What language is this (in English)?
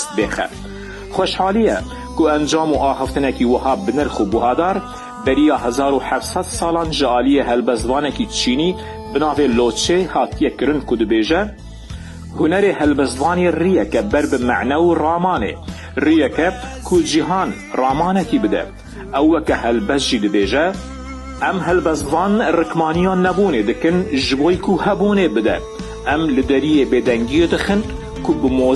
Kurdish